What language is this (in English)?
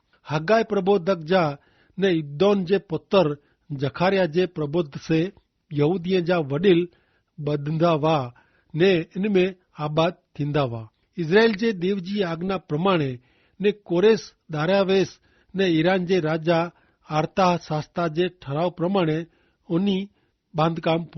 Kachhi